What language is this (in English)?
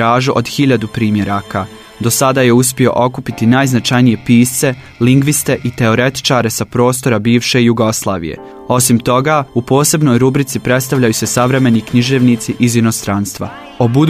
Bosnian